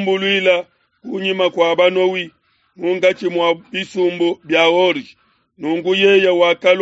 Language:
Luba-Lulua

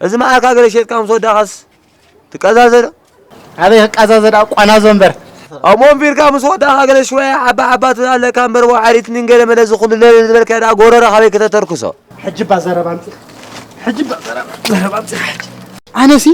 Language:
Tigrinya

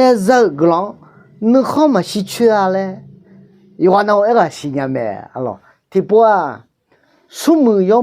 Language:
Akha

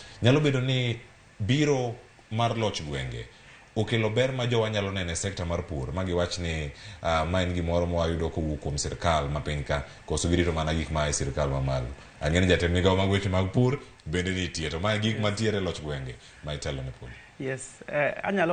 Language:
Luo (Kenya and Tanzania)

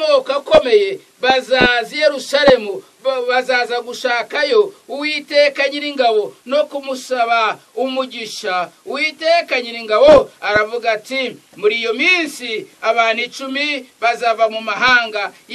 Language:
Kinyarwanda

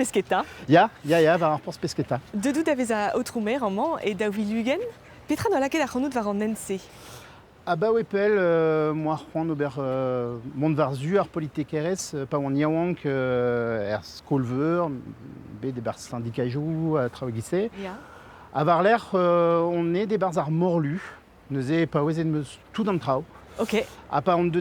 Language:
Breton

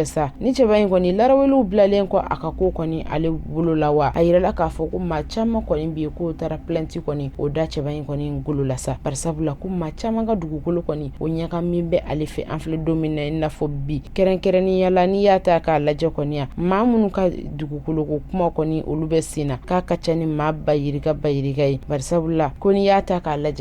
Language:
Bambara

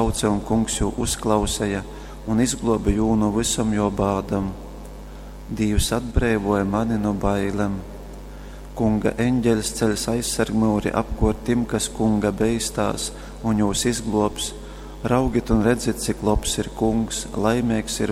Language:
Latgalian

